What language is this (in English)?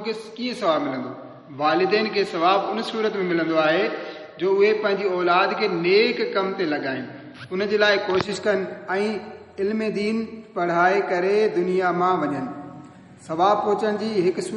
Sindhi